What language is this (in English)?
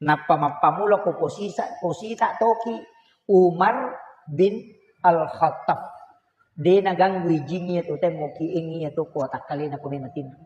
Buginese